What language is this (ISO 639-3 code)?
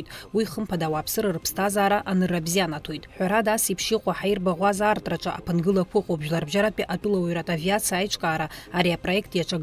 abk